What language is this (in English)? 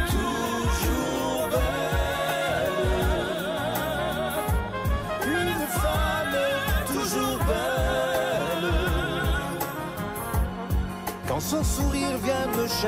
French